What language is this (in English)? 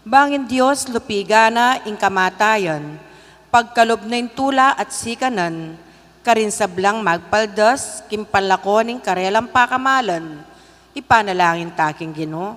Pampanga